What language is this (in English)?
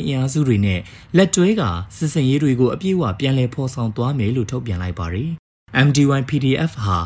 Burmese